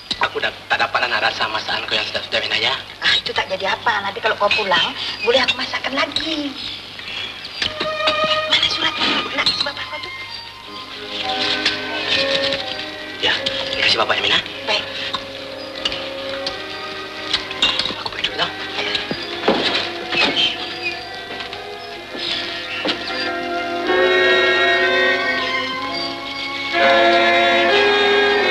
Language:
Malay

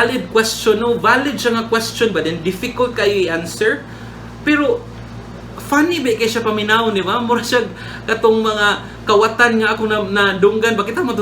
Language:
Cebuano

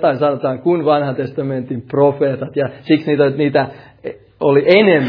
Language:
Finnish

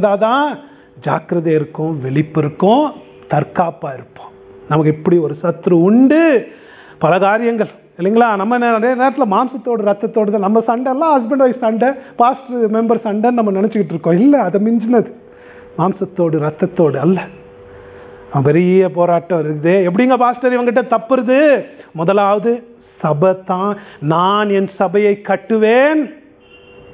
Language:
Tamil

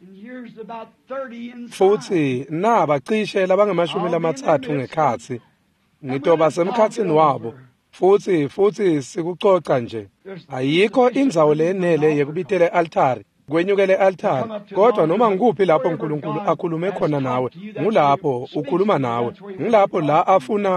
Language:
Swati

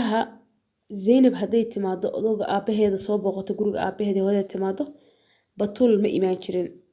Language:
Somali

